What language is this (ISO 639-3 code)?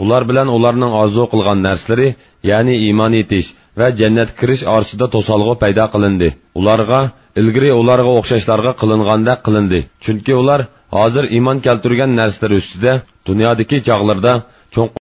uig